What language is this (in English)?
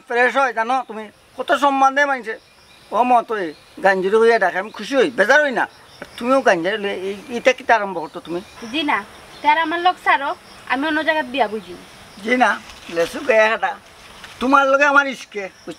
Sylheti